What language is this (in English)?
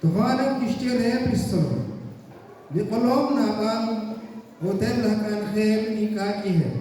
Kekchí